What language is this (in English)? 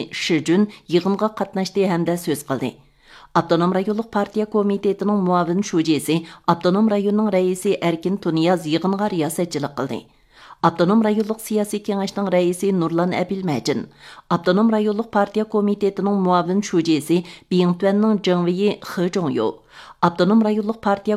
Uyghur